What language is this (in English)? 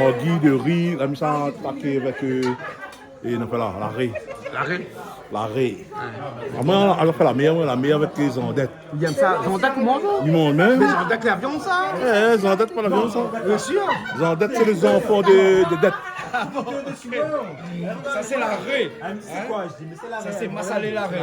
Réunion Creole French